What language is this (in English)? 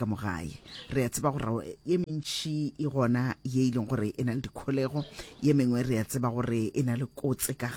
Northern Sotho